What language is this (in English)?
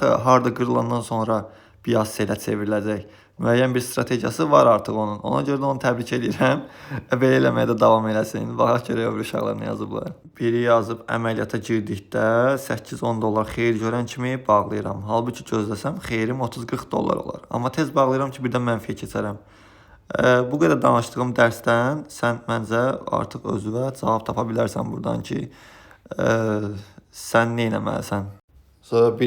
Azerbaijani